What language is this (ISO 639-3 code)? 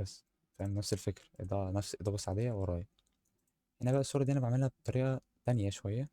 arz